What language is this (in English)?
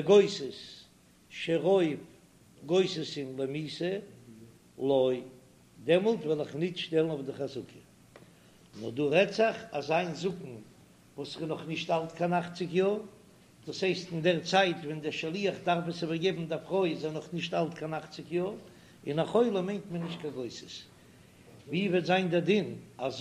Yiddish